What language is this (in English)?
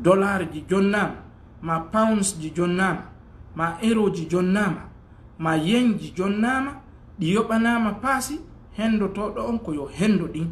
Fula